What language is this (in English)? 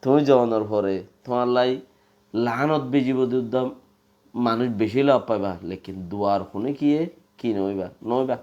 Rohingya